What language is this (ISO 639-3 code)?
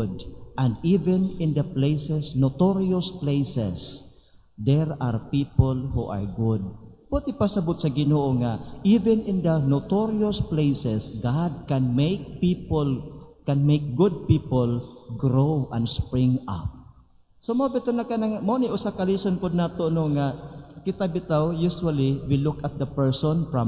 ceb